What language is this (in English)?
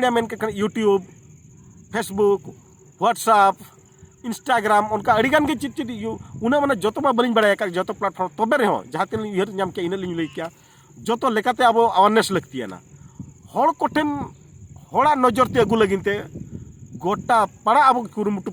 Santali